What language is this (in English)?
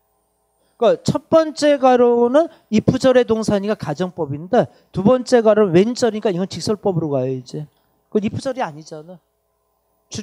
Korean